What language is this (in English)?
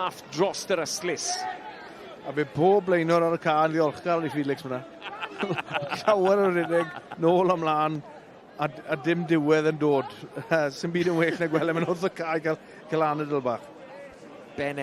Welsh